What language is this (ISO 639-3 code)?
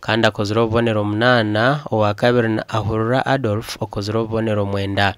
nyn